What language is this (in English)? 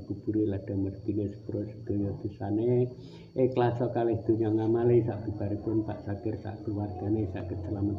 Javanese